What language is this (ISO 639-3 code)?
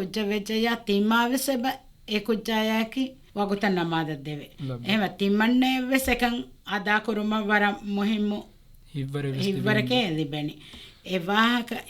div